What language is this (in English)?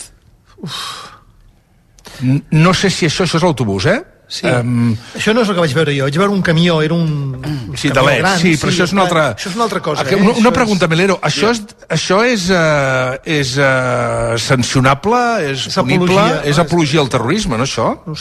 Catalan